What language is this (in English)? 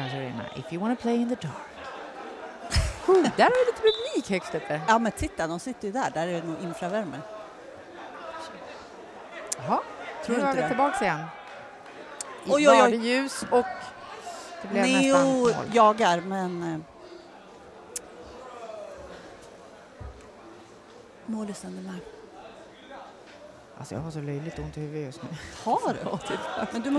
Swedish